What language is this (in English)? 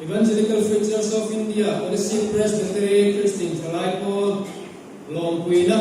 Hmar